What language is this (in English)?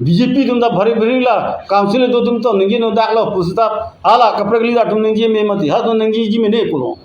Karbi